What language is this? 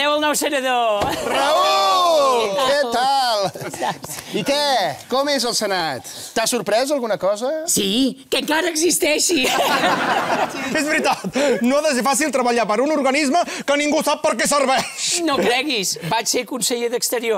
Catalan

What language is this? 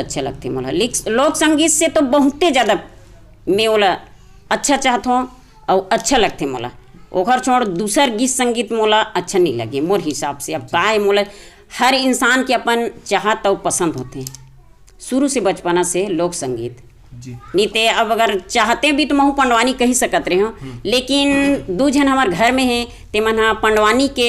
Chhattisgarhi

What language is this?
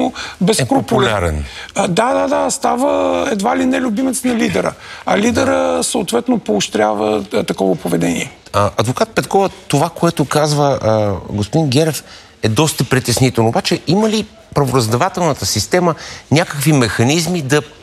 Bulgarian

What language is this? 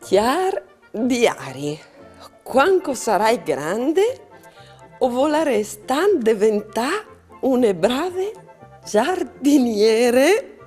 Friulian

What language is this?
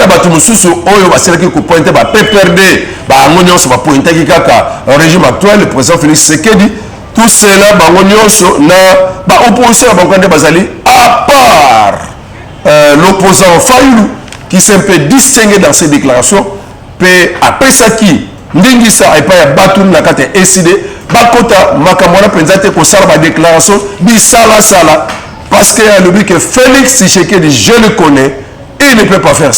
Lingala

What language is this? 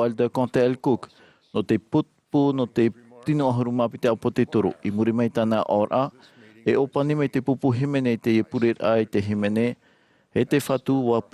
Tahitian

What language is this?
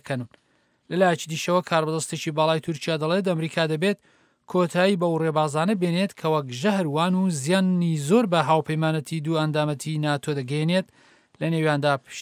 Central Kurdish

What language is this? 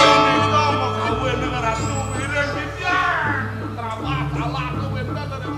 Balinese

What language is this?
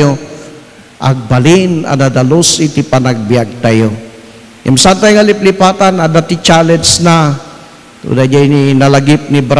Iloko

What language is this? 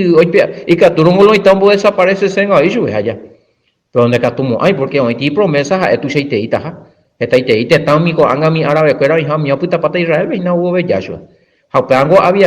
Guarani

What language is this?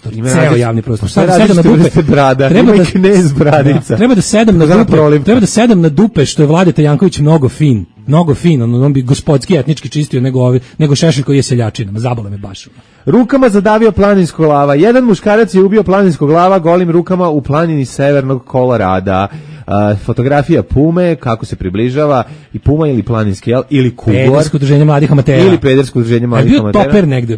Serbian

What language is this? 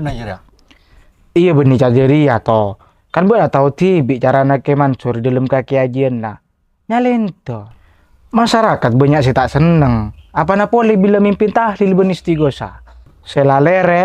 Madurese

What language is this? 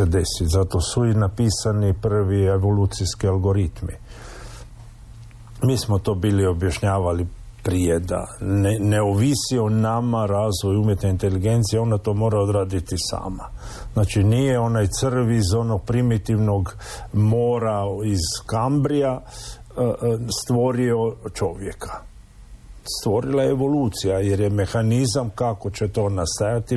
Croatian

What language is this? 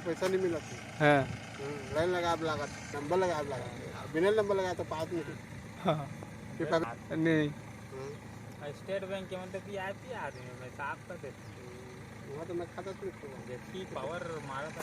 Chhattisgarhi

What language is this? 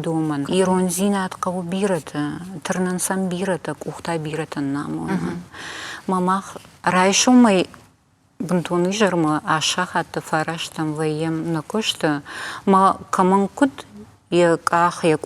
Ossetic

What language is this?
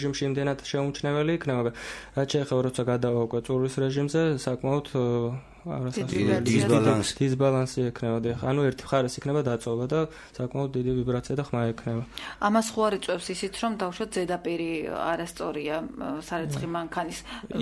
Georgian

